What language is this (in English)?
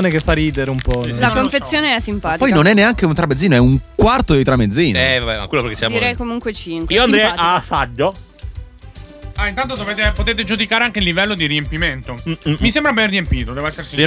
Italian